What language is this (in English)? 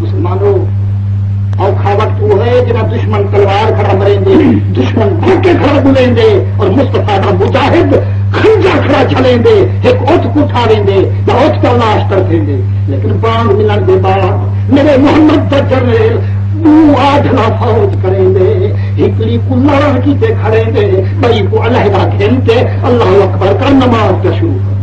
Saraiki